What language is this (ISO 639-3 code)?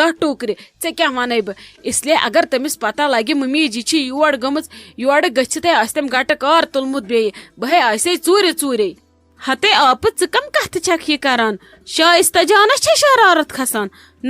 kas